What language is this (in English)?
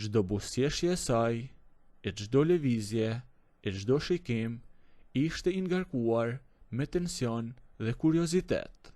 Albanian